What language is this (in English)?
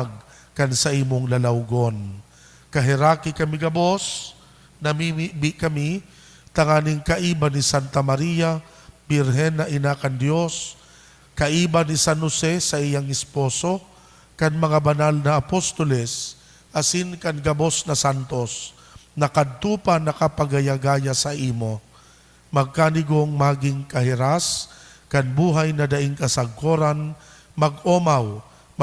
Bikol